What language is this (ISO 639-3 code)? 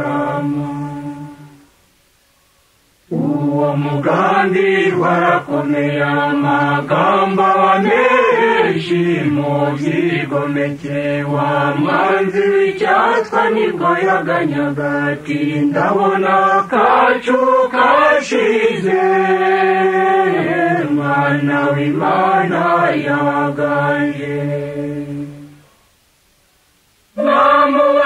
kin